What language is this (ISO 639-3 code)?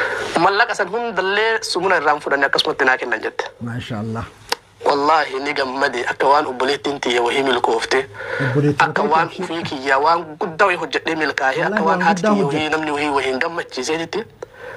orm